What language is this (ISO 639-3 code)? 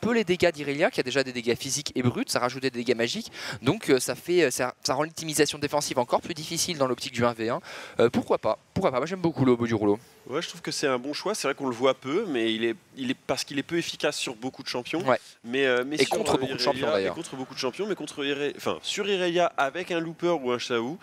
fra